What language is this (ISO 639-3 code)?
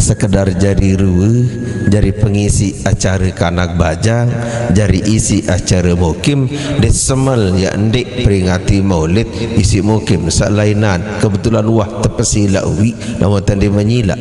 sas